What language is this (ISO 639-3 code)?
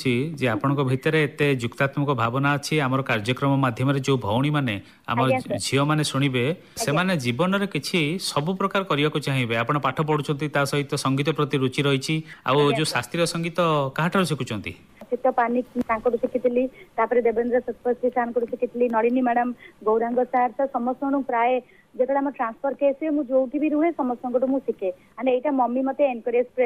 ori